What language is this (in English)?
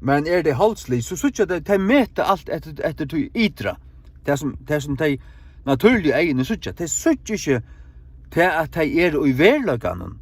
Faroese